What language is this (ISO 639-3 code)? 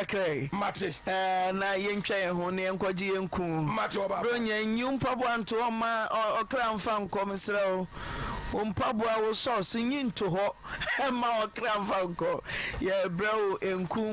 aka